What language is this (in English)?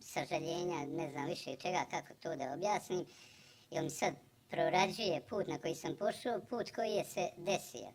Bosnian